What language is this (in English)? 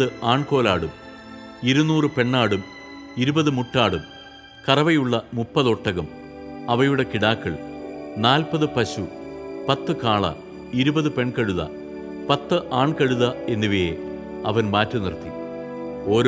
Malayalam